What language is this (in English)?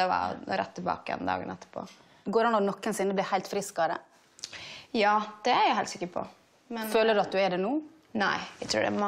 Norwegian